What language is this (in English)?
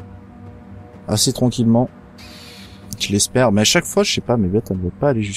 French